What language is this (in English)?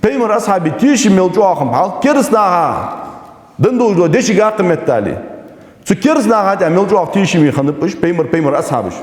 Ingush